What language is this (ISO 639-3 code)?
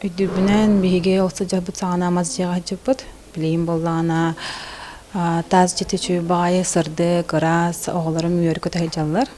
sah